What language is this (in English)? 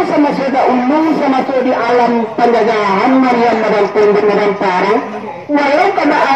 Minangkabau